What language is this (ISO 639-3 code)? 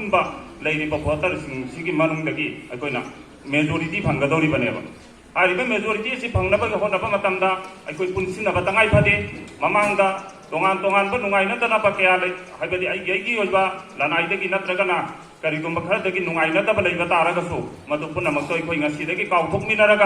mni